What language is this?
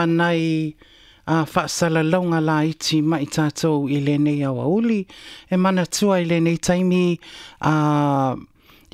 Samoan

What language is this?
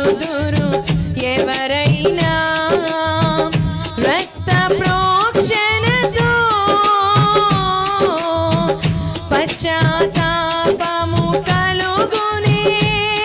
Telugu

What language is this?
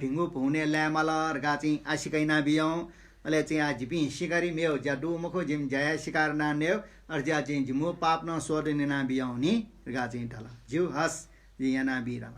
Newari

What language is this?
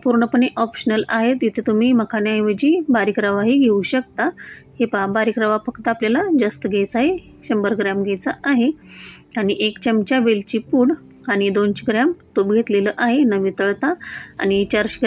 Marathi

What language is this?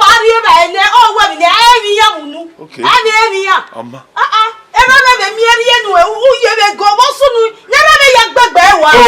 Bini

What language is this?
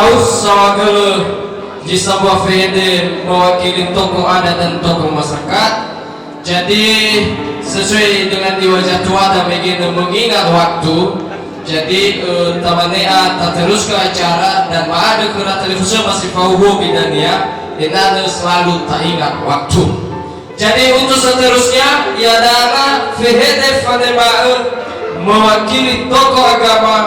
Nias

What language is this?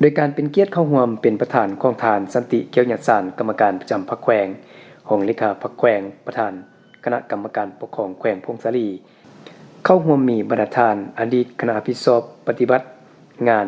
Lao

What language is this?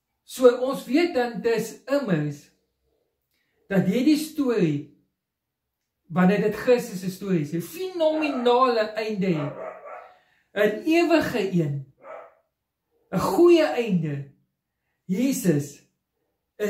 Afrikaans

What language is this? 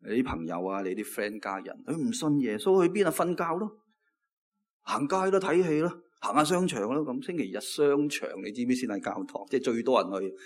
Cantonese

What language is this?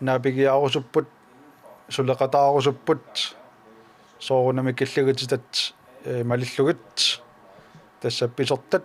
Kalaallisut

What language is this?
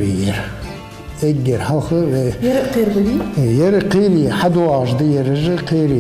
Ingush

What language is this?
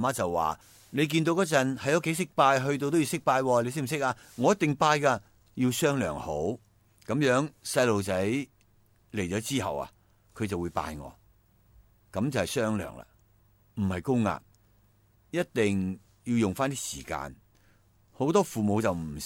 Cantonese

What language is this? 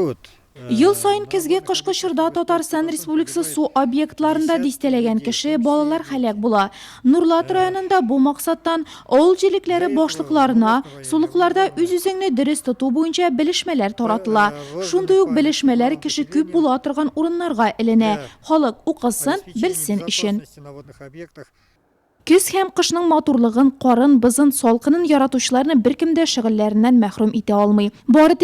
Tatar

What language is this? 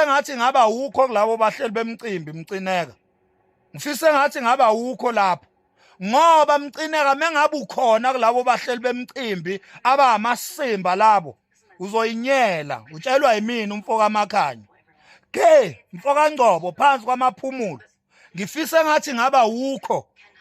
Zulu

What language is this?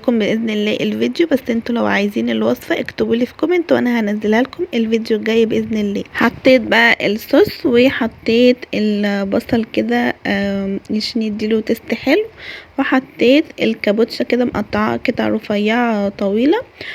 Egyptian Arabic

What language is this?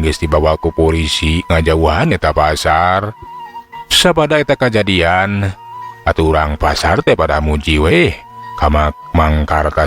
Sundanese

